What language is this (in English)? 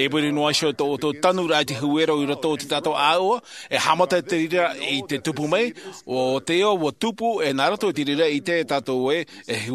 Tahitian